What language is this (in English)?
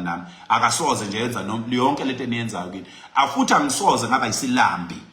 Zulu